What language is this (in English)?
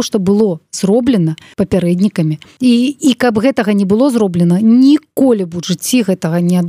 Belarusian